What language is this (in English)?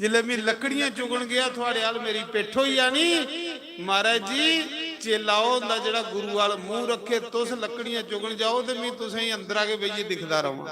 Dogri